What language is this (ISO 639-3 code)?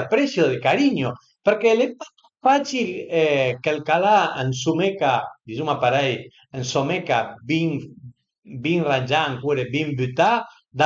pms